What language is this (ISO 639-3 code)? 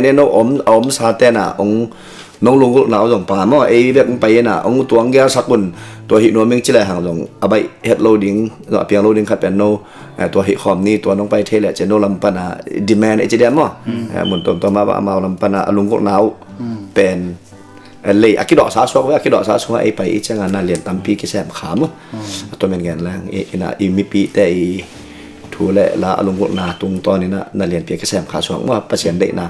ctd